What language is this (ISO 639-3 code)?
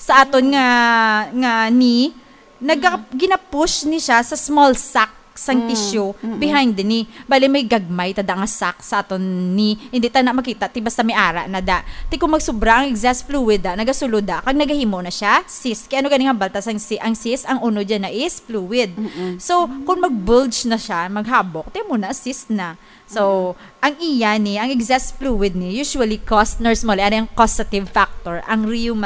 hil